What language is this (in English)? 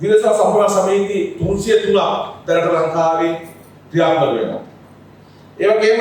Sinhala